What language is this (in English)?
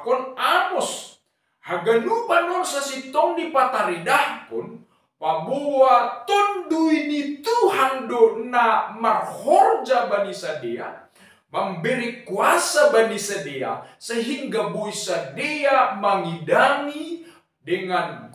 Batak Simalungun